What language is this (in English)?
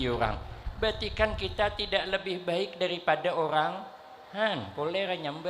Banjar